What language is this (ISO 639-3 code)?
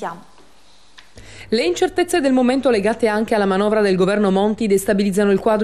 ita